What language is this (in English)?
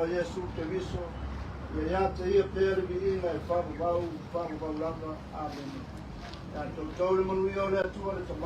Samoan